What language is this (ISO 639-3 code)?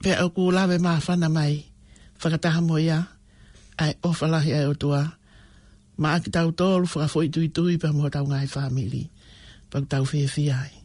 ton